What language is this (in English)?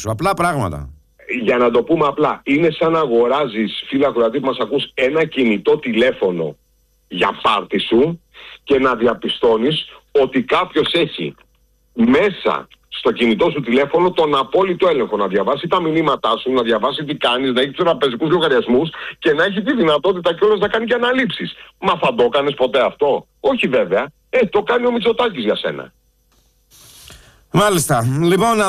Greek